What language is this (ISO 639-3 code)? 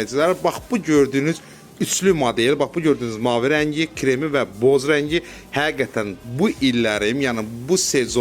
aze